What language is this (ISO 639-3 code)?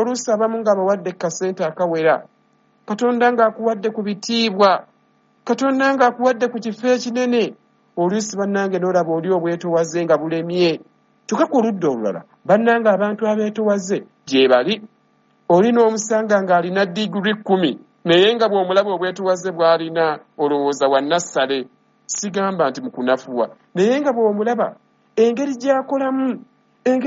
lug